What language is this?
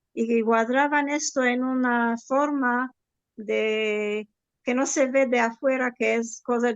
Ladino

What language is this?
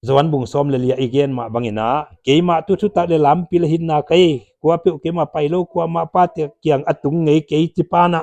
Paite Chin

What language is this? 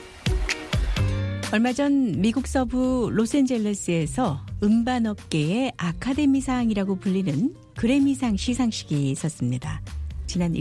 Korean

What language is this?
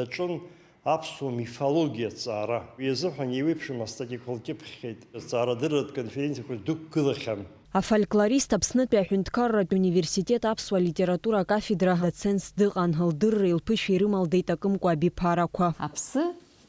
Abkhazian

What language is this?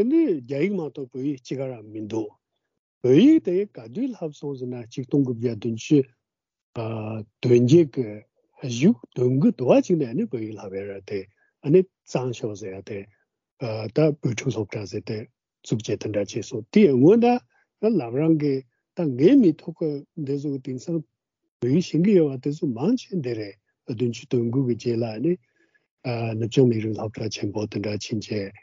Latvian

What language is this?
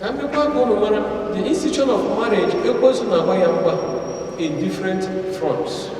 Igbo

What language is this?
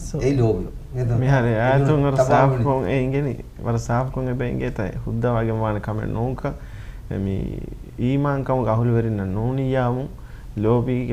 Divehi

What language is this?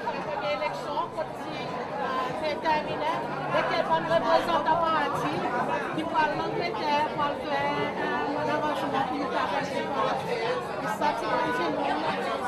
Seselwa Creole French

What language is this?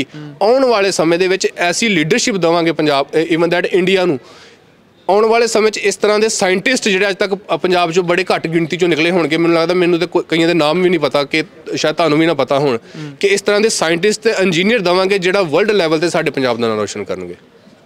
Punjabi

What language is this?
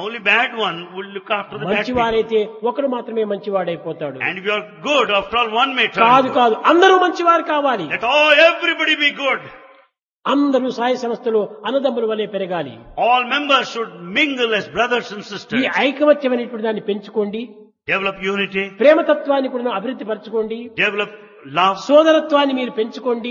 Telugu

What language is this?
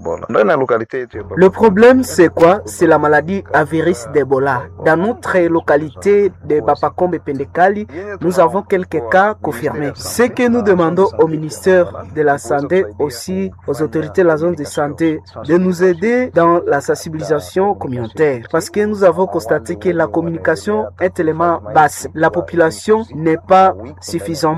French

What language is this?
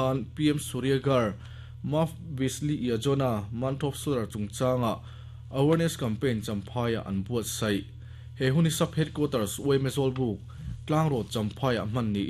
Mizo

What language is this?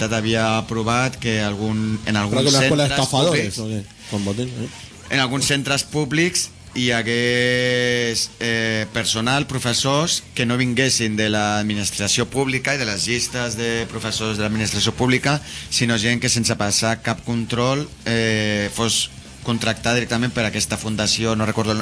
Catalan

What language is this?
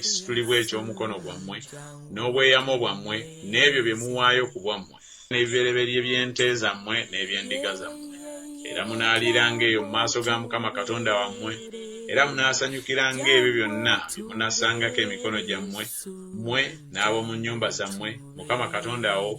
Ganda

